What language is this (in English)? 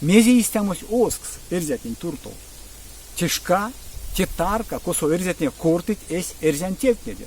Erzya